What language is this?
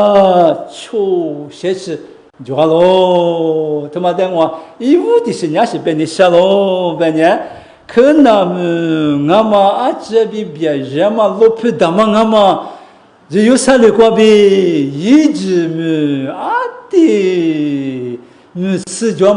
Lisu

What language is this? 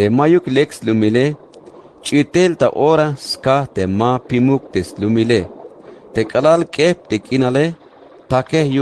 Tzeltal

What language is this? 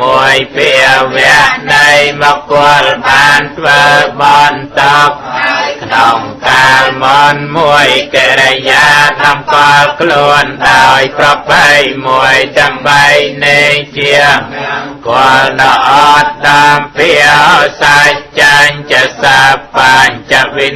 Khmer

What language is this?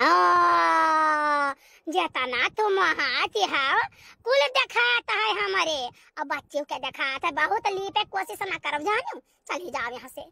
Awadhi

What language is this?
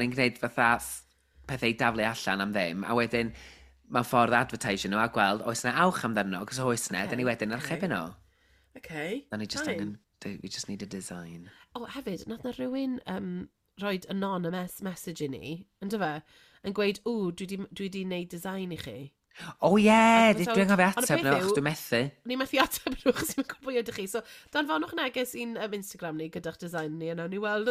Welsh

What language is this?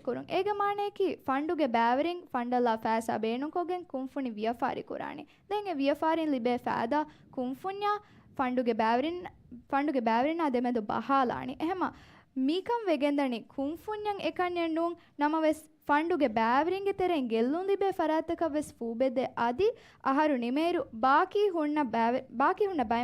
Divehi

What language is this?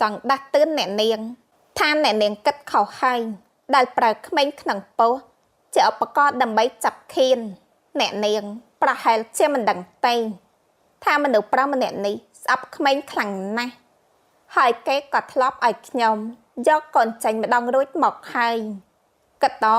Khmer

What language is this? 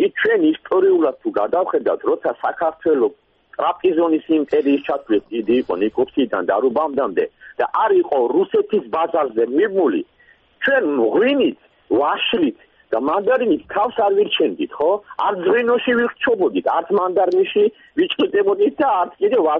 Georgian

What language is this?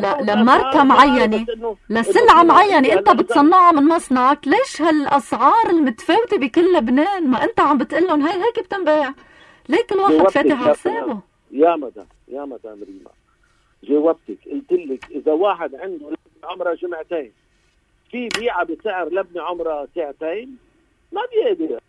North Levantine Arabic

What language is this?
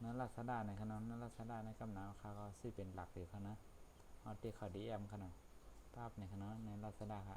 Shan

